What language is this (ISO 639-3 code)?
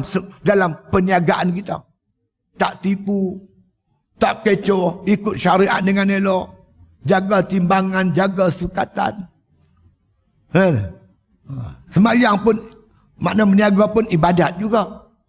msa